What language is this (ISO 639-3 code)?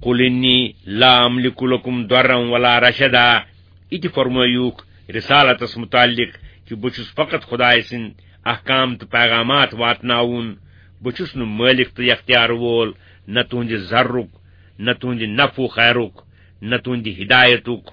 kas